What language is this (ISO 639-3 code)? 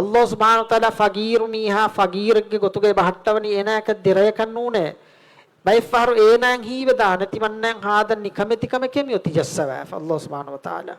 div